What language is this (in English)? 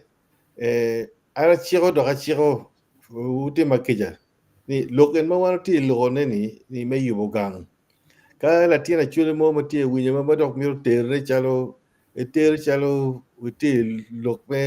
Acoli